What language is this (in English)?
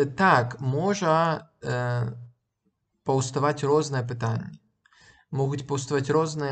Belarusian